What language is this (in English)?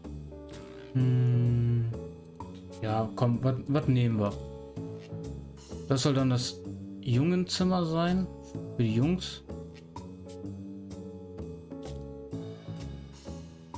German